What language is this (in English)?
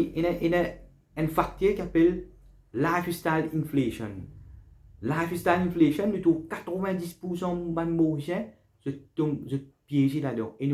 Morisyen